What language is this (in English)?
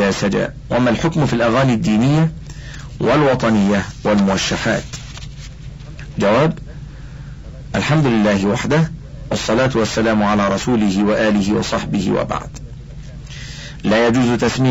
Arabic